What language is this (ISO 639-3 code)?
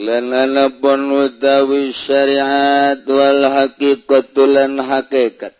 sun